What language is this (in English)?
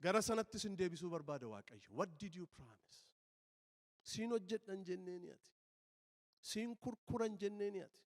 Oromo